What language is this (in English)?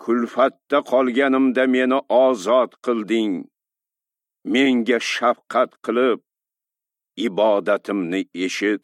Uzbek